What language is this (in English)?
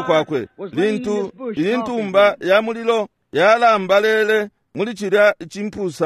Bemba